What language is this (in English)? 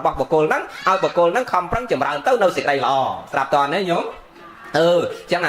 Khmer